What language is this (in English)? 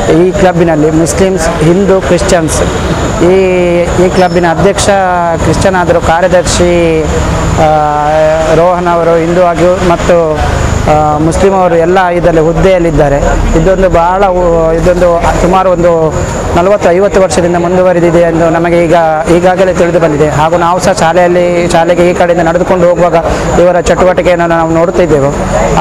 Kannada